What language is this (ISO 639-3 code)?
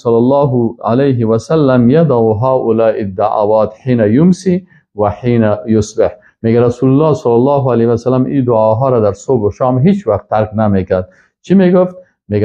fas